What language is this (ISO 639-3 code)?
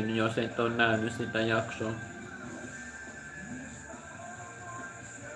fin